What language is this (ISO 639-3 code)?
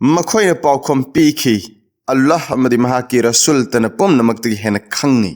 mni